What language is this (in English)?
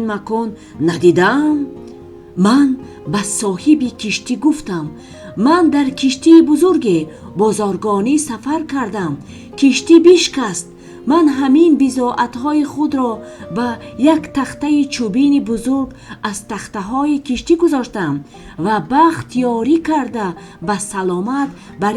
Tajik